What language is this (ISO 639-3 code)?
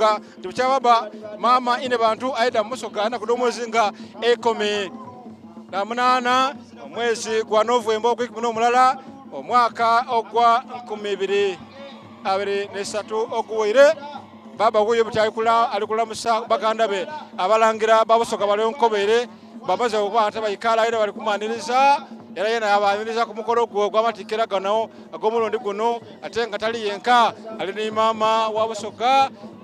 xog